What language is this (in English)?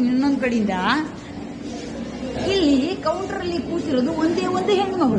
Kannada